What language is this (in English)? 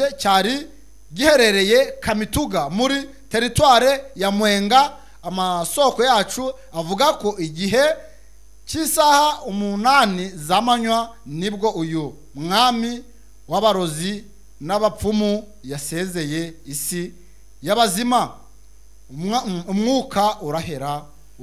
Kinyarwanda